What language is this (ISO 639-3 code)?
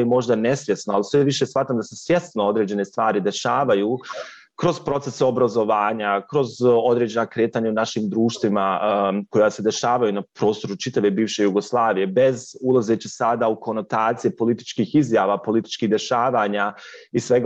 bos